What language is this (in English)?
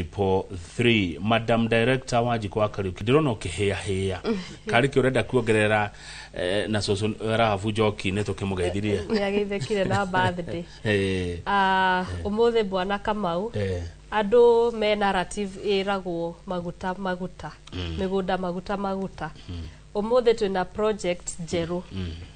Kikuyu